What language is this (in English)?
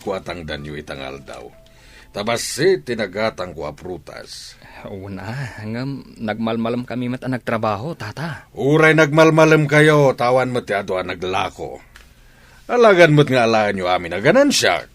Iloko